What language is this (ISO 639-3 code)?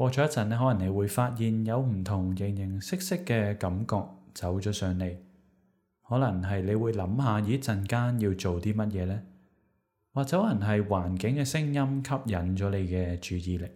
yue